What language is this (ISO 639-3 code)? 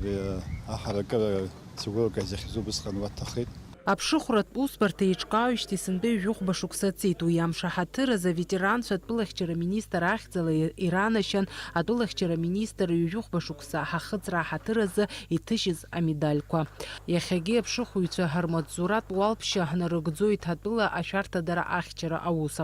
abk